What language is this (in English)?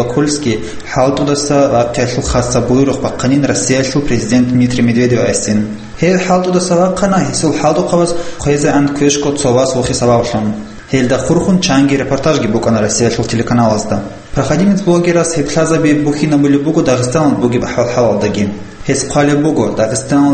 Avaric